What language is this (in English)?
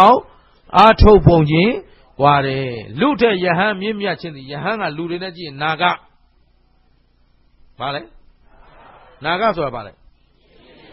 Burmese